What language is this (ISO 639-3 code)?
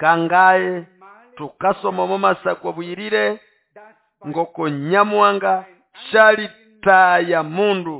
nnb